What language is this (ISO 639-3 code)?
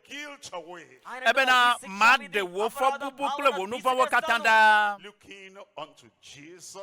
ewe